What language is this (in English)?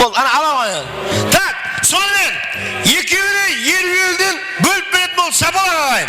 Kara-Kalpak